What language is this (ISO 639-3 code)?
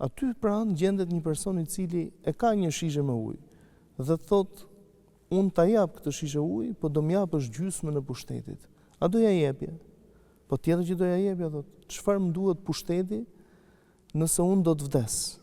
sqi